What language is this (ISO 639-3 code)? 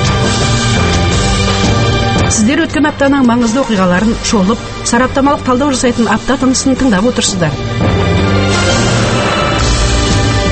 kaz